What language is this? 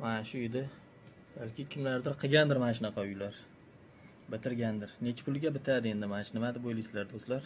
Uzbek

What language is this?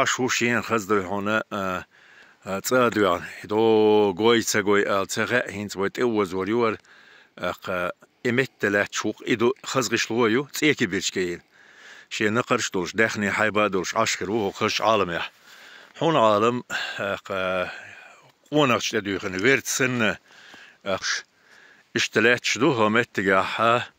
Chechen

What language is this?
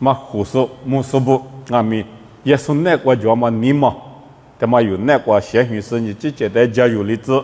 Lisu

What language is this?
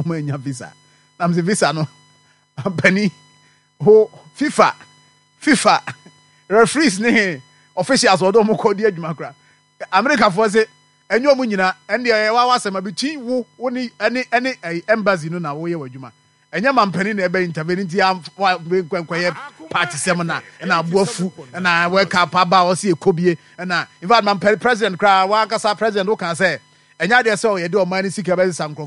Akan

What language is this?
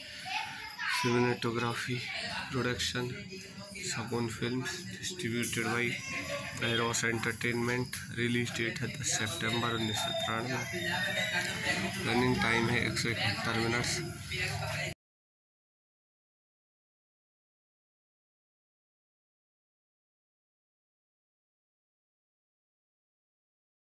Hindi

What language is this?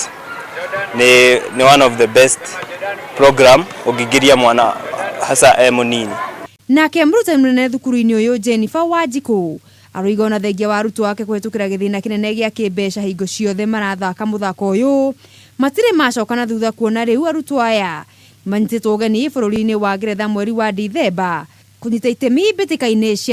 Kikuyu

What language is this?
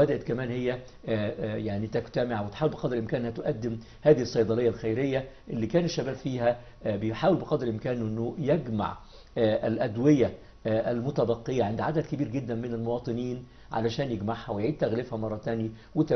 Egyptian Arabic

